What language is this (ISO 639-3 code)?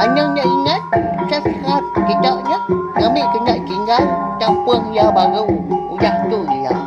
iba